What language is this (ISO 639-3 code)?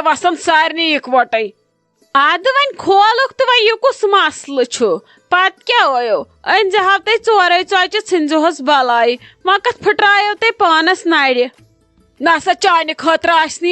kas